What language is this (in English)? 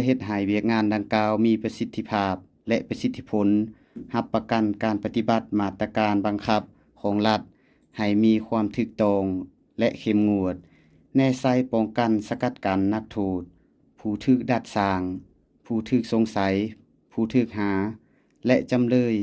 Lao